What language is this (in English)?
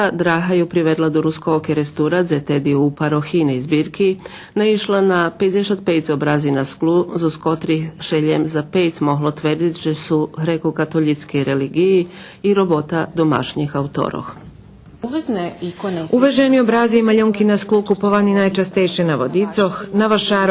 Rusyn